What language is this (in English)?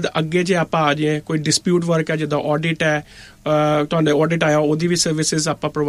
Punjabi